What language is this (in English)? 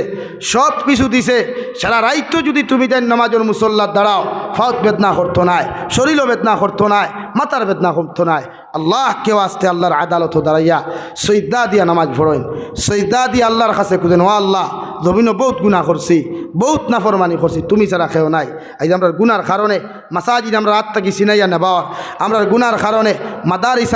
Sylheti